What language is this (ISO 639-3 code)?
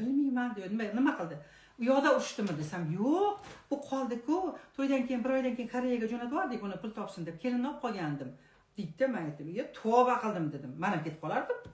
uzb